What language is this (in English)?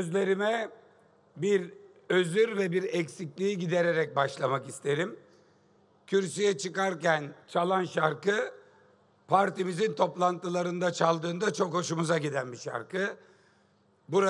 Turkish